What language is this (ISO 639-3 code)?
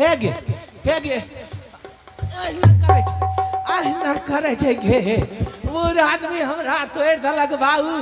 anp